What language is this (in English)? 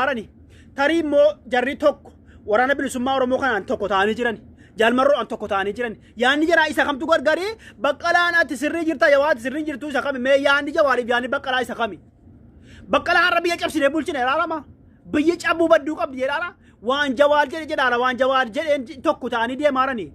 Oromo